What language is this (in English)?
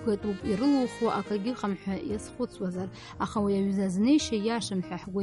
Abkhazian